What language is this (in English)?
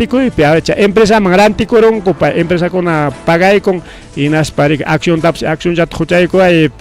Ayacucho Quechua